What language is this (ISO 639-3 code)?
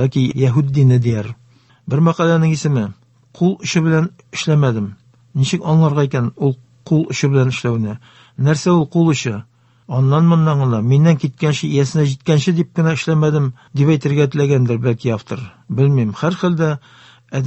tat